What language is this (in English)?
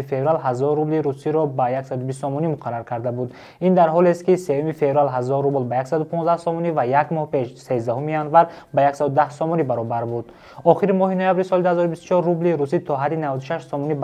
Tajik